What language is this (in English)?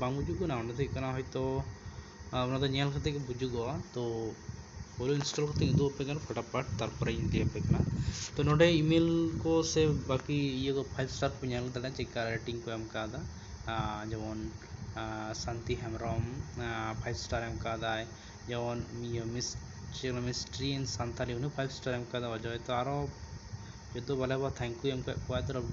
Santali